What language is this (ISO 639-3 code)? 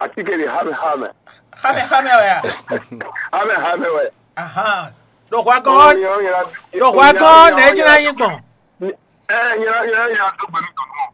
fon